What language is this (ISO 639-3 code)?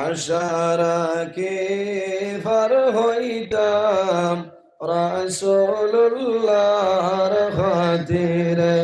syl